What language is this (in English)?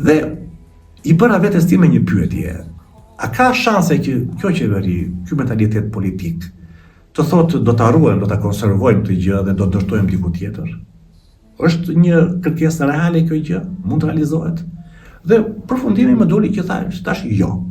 Albanian